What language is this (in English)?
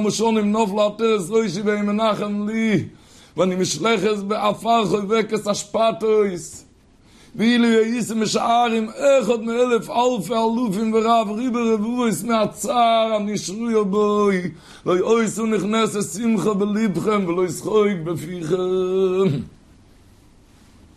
Hebrew